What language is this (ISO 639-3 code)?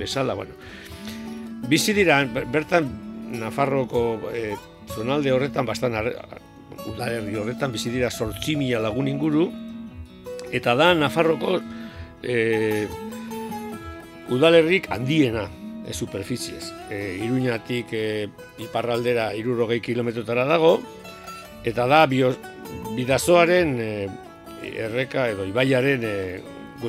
eus